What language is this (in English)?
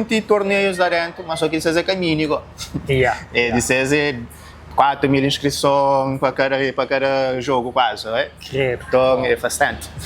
Kabuverdianu